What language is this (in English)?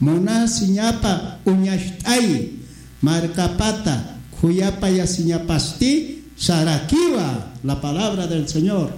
Aymara